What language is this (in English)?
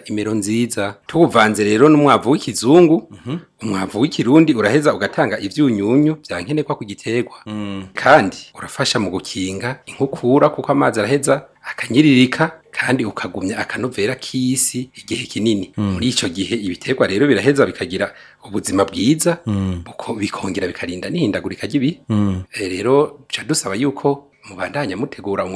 Rundi